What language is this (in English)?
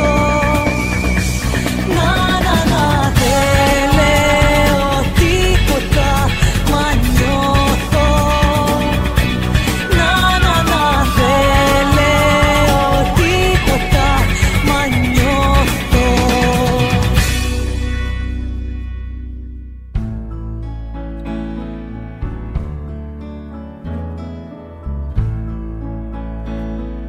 Greek